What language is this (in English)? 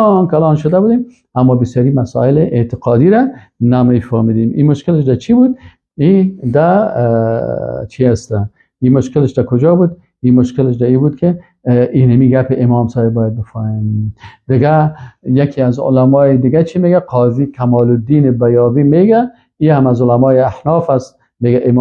Persian